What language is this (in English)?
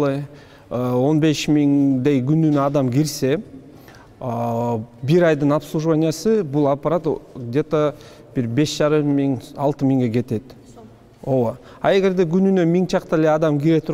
Kyrgyz